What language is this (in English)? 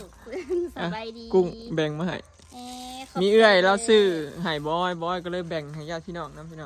Northeastern Thai